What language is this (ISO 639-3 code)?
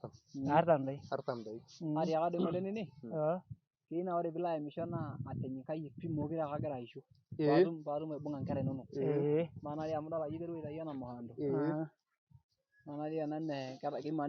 mas